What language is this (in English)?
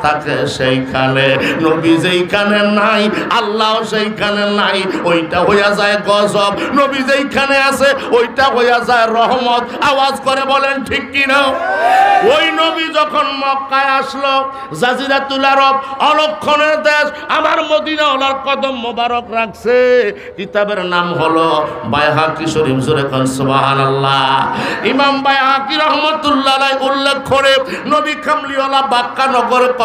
Bangla